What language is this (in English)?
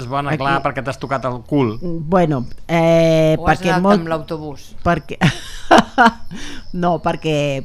Catalan